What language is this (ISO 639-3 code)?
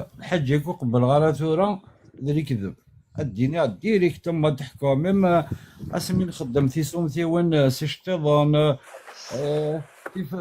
kab